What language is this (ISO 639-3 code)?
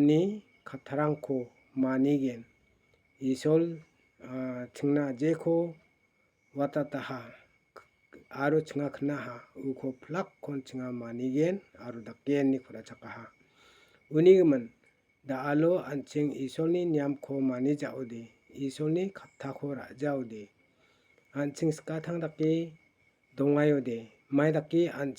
grt